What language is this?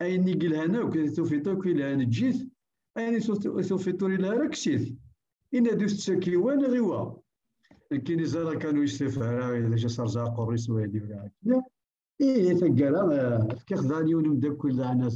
Kabyle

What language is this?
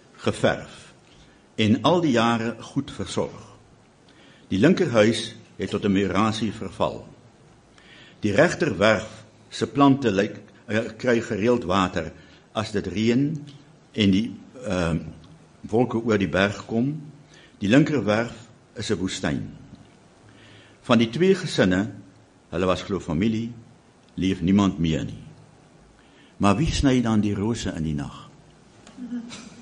Afrikaans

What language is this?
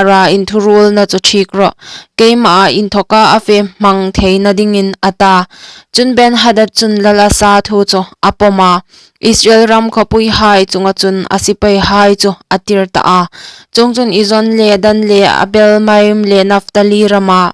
Hmar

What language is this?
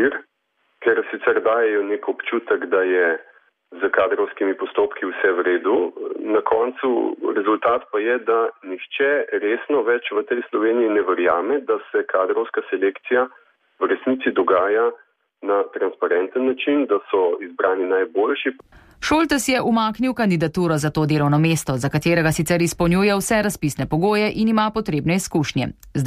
Slovenian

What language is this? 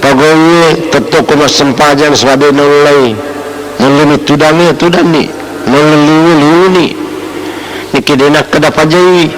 Buginese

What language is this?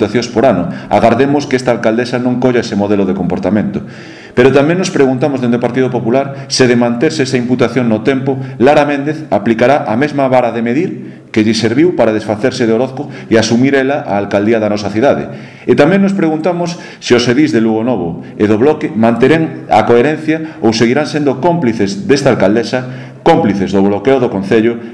Galician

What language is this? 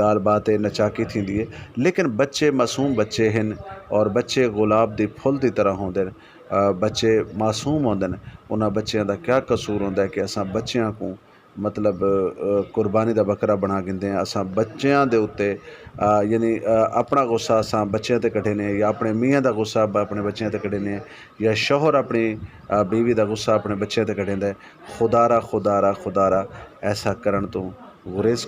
Saraiki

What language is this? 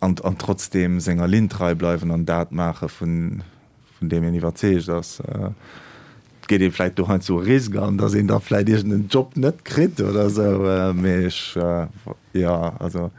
Luxembourgish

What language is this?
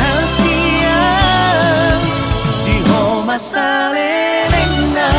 Batak Toba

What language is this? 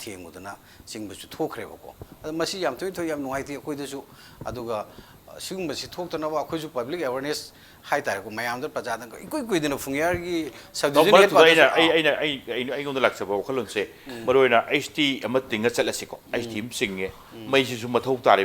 Manipuri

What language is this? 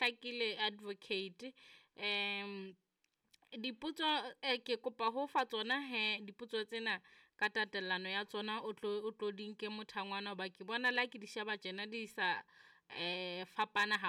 Southern Sotho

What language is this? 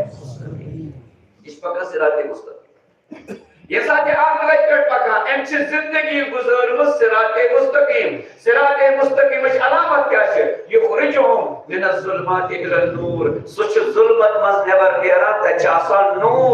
Kashmiri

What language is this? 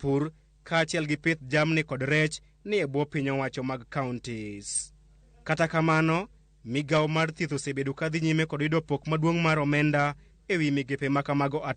Luo (Kenya and Tanzania)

